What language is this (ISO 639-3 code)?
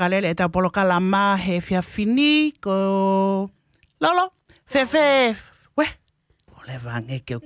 ton